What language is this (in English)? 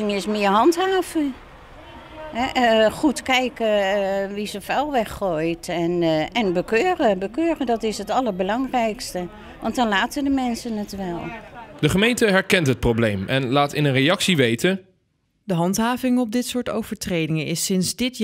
Dutch